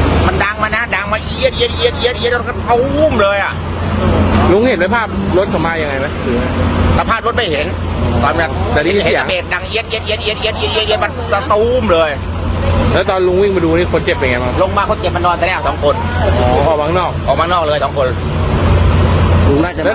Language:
Thai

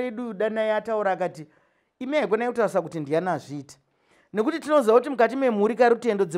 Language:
Shona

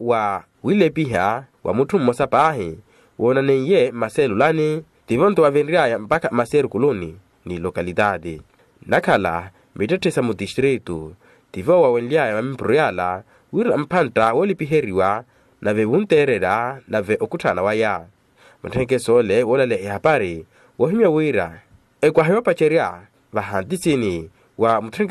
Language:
Makhuwa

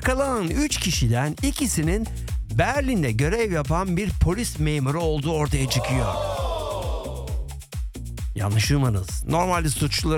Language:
Turkish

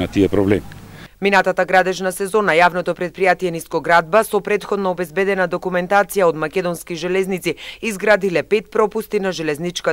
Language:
Macedonian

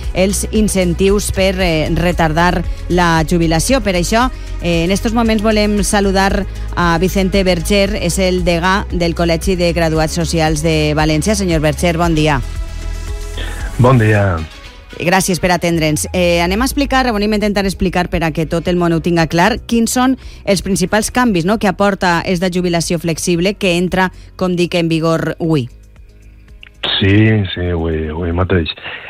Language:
Catalan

